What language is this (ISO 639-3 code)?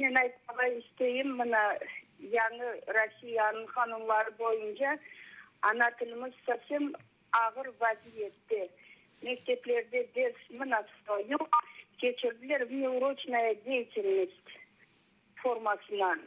crh